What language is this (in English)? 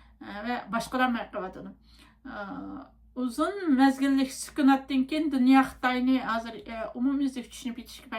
Uyghur